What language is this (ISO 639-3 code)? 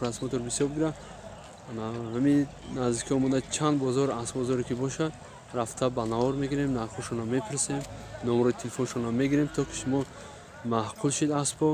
tgk